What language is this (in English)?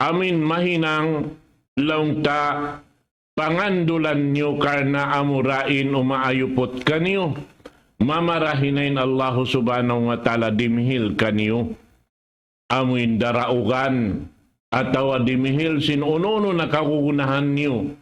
Tausug